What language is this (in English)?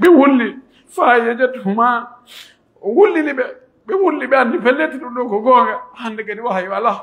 Pular